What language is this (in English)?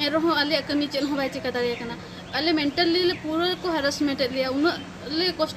Santali